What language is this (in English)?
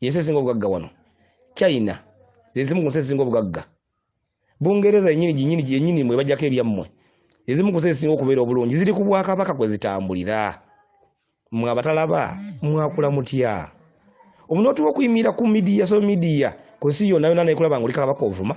Ganda